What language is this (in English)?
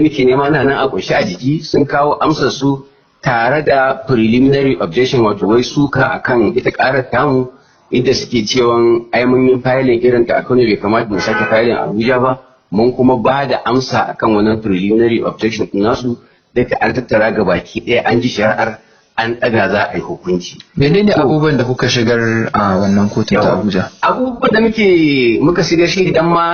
Hausa